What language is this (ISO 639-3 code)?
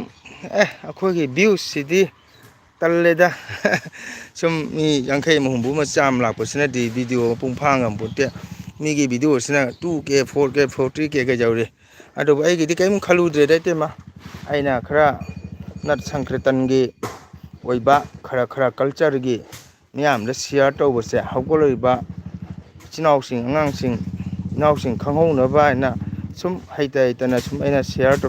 mni